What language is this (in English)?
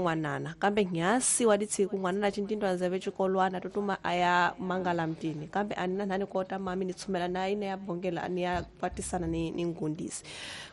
Tsonga